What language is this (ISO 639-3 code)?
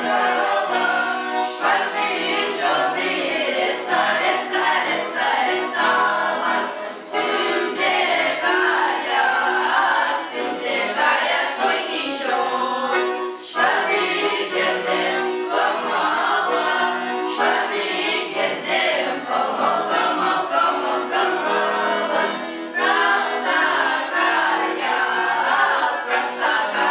chv